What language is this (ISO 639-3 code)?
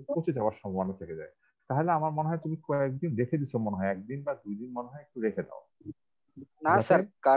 ben